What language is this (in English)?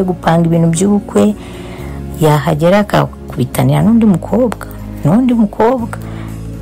Kinyarwanda